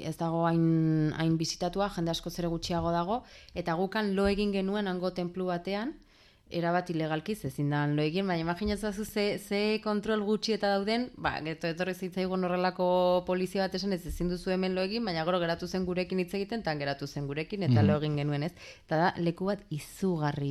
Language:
Basque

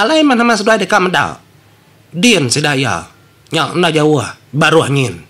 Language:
Iban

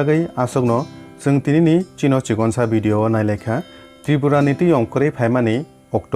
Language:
Kok Borok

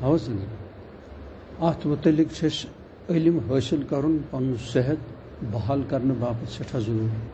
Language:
Kashmiri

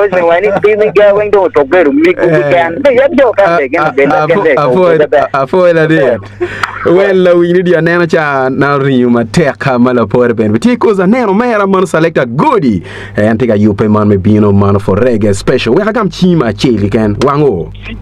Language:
Acoli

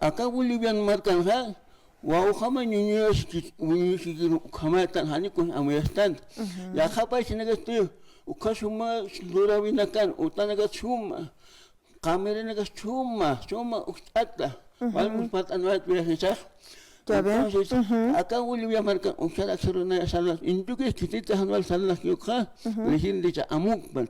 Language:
Aymara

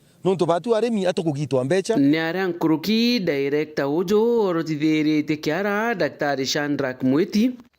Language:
Meru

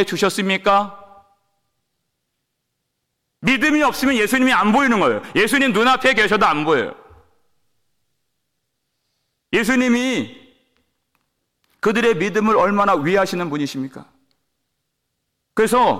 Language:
Korean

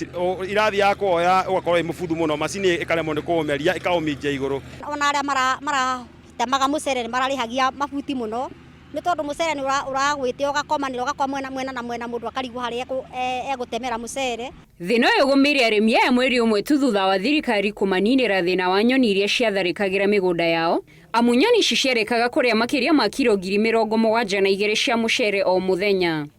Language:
Kikuyu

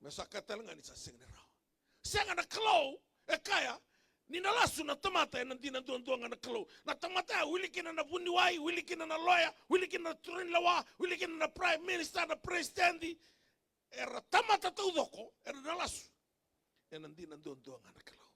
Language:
Fijian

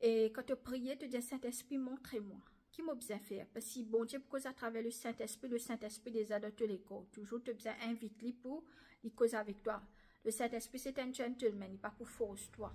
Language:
Morisyen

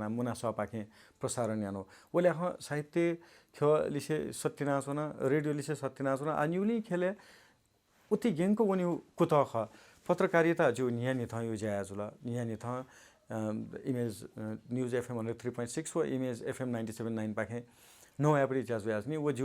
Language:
Newari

